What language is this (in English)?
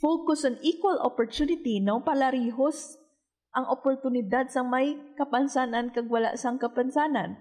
Hiligaynon